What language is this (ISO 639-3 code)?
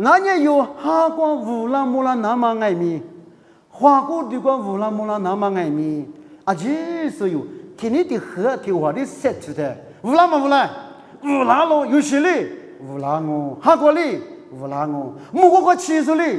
lis